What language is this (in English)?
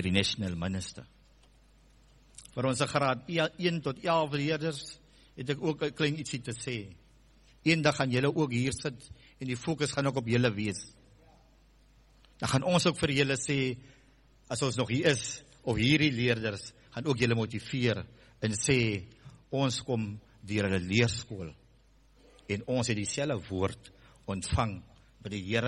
Afrikaans